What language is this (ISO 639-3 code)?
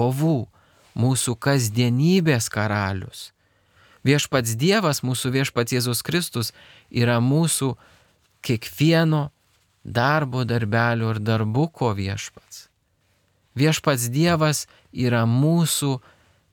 lit